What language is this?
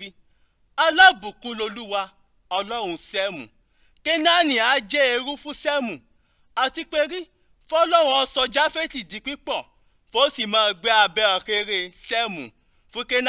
Yoruba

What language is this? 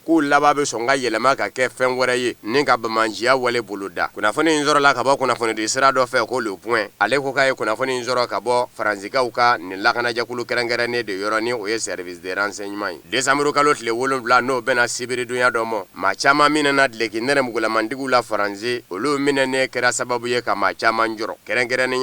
Bambara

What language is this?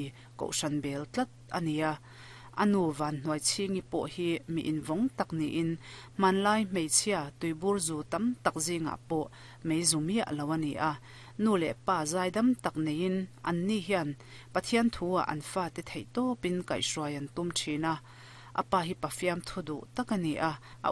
Mizo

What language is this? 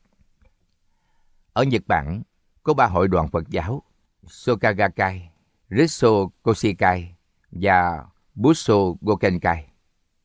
Vietnamese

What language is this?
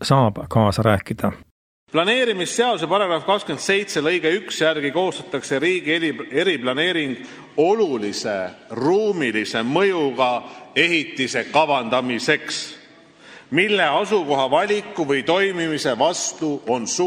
Estonian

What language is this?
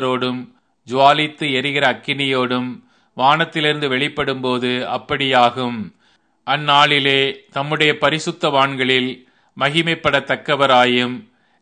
Tamil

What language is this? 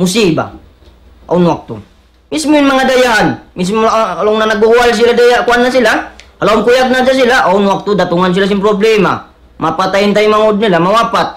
Tausug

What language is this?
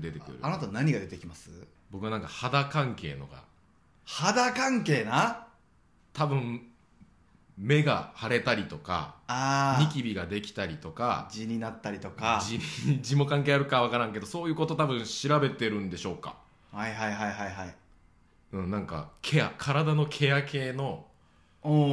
Japanese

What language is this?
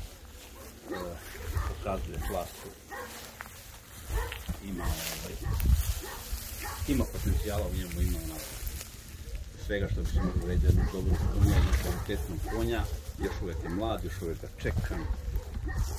Croatian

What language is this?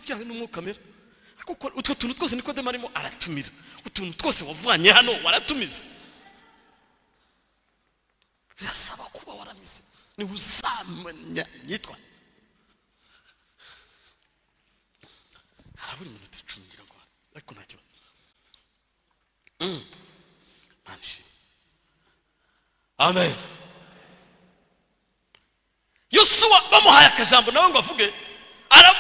Kinyarwanda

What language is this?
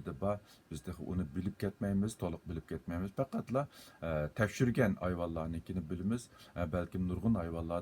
Uyghur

